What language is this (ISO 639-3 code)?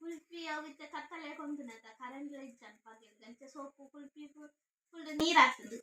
tcy